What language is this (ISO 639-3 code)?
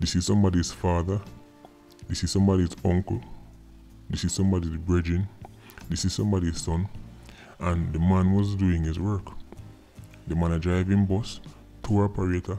jam